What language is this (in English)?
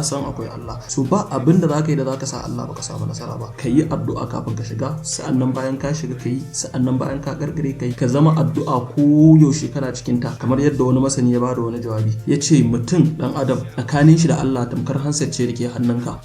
Hausa